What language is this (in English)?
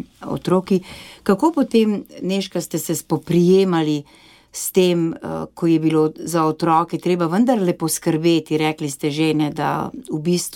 Slovenian